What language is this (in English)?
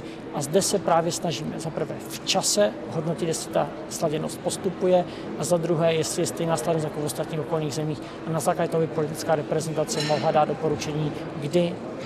Czech